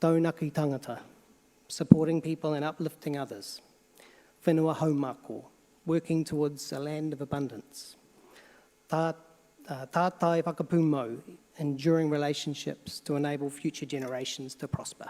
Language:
Māori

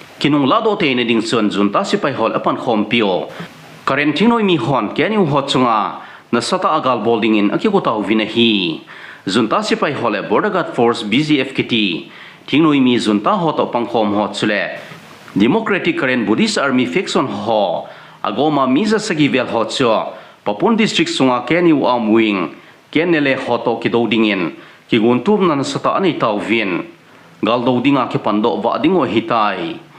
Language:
Thado Chin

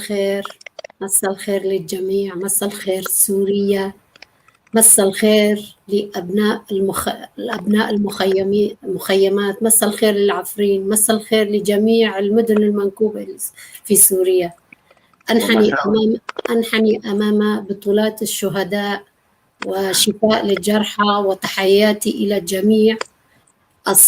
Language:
North Levantine Arabic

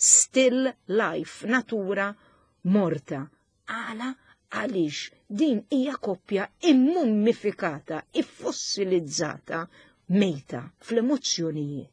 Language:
Maltese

